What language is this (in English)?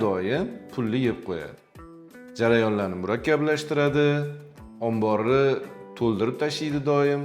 Uzbek